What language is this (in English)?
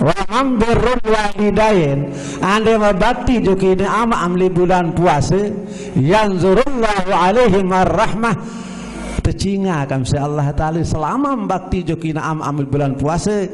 Sasak